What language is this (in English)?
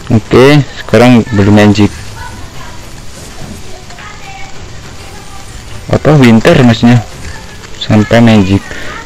Indonesian